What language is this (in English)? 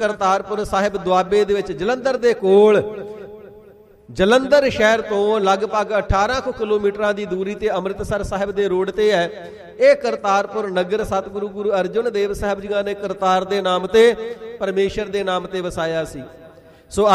Punjabi